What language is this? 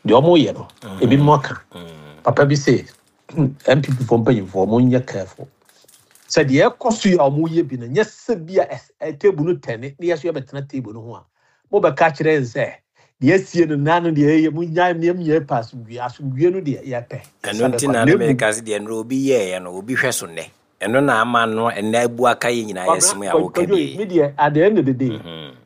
Akan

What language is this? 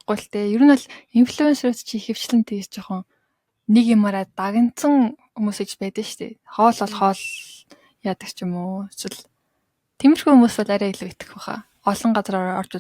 Mongolian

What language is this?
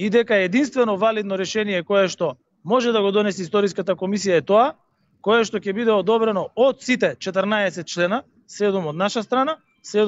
Macedonian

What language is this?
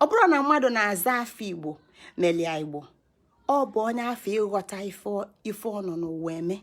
Igbo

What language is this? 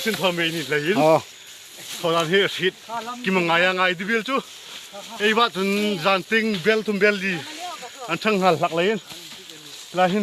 Hmar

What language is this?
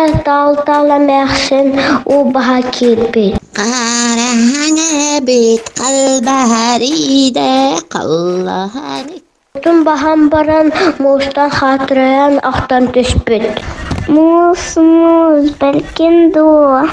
Yakut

